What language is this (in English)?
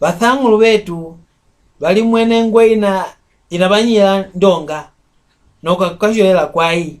Mbunda